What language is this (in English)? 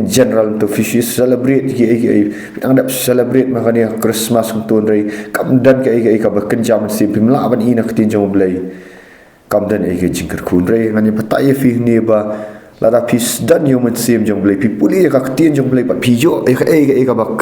Khasi